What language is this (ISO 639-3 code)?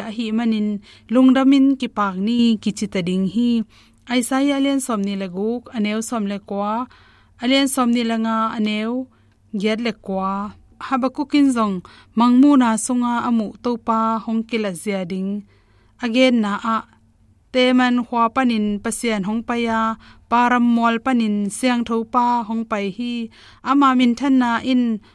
ctd